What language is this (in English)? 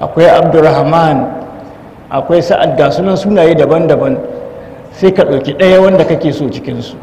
Hausa